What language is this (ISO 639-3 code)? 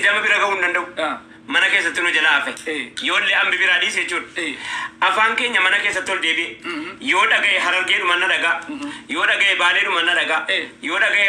orm